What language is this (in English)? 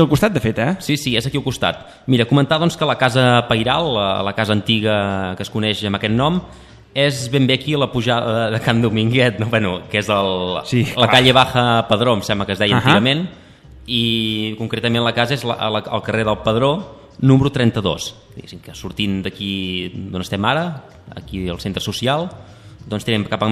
Catalan